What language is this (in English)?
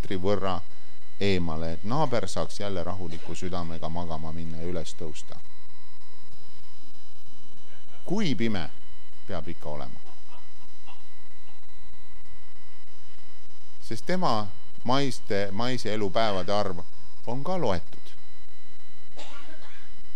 Estonian